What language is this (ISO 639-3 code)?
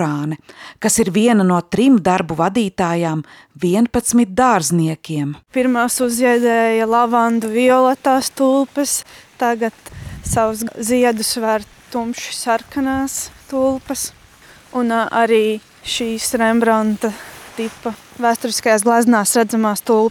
lav